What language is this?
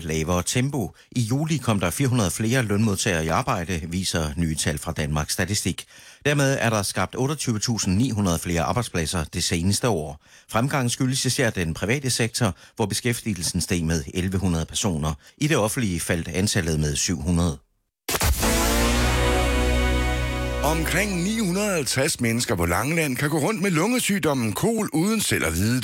Danish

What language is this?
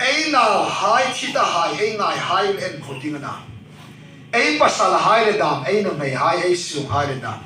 Hmar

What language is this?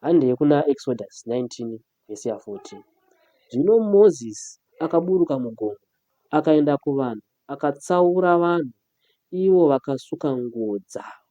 Shona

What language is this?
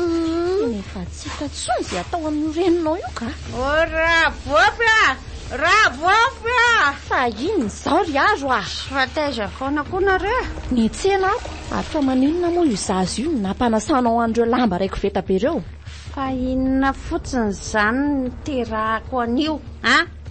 Malagasy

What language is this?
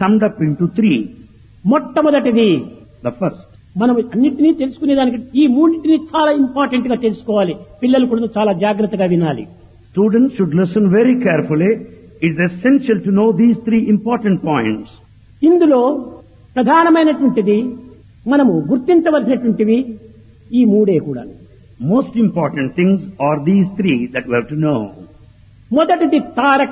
Telugu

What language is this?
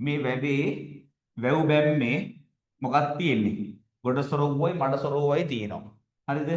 Sinhala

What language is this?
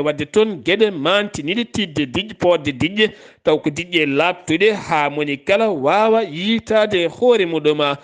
Fula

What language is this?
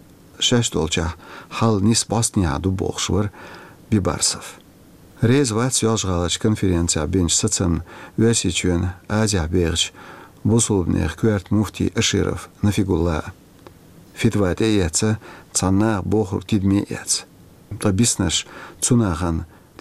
Chechen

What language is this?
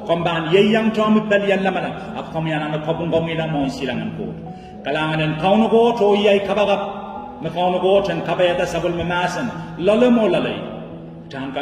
Pohnpeian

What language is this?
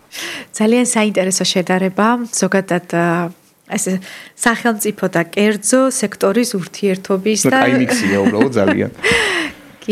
Georgian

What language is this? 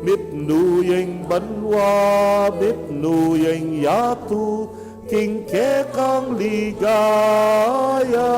Pampanga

